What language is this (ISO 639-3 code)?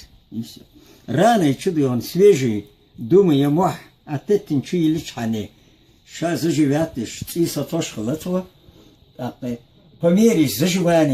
che